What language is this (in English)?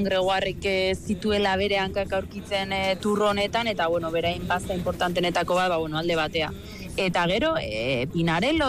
Basque